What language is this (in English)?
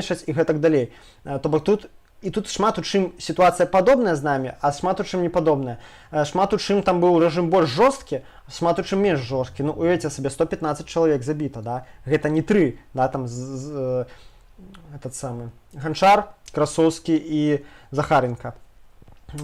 Belarusian